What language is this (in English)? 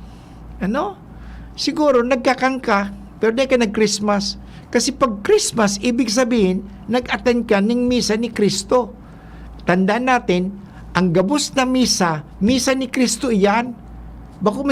Bikol